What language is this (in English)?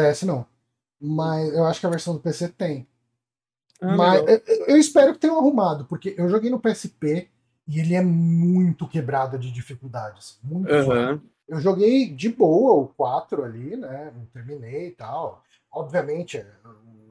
Portuguese